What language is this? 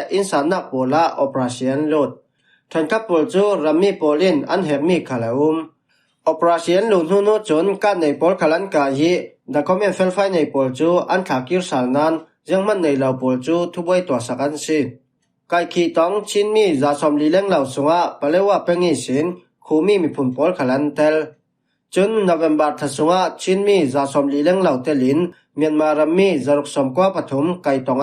Falam Chin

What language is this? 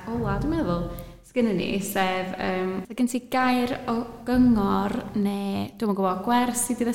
Welsh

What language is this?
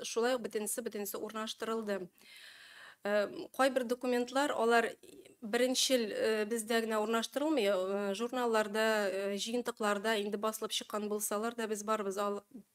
Tatar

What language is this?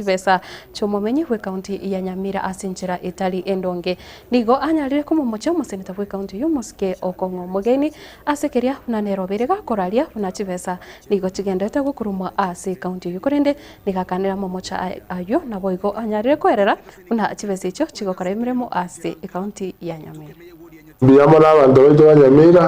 Gusii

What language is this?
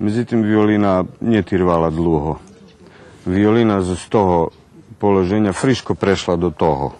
Rusyn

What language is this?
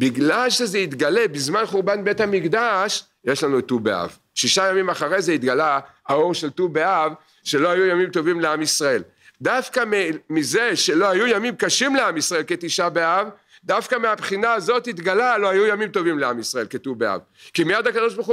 Hebrew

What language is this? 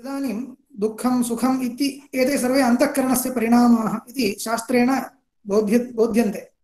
Sanskrit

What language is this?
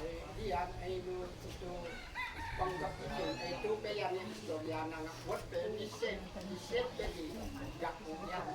Isnag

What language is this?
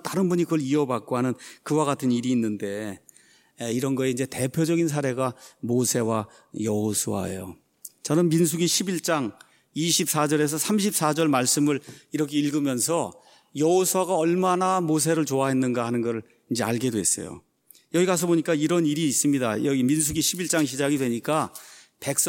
Korean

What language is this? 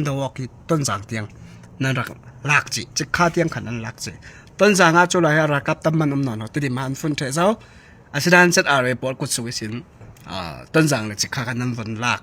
Falam Chin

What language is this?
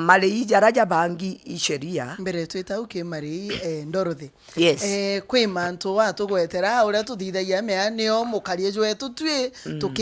Meru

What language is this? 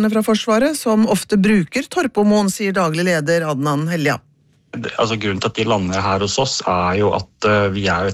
Norwegian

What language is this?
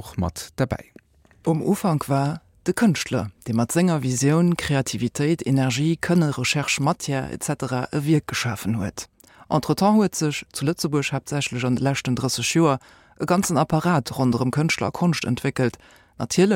Luxembourgish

